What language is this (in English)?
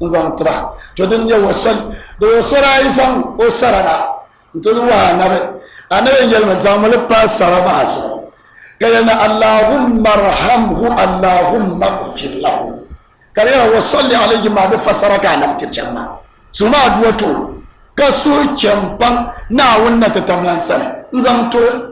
Dagbani